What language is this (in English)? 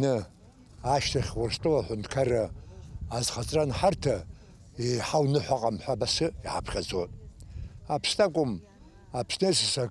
Abkhazian